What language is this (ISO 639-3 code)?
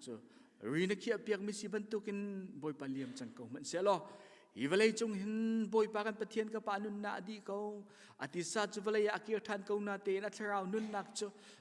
cnh